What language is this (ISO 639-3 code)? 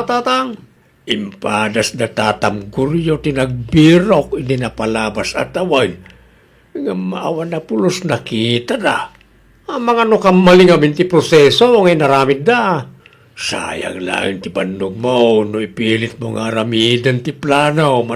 ilo